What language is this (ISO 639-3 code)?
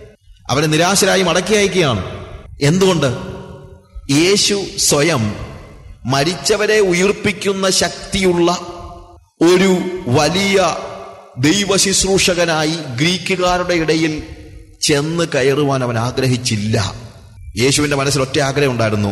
mal